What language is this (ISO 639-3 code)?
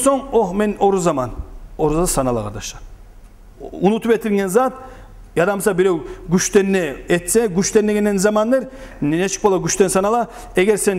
kum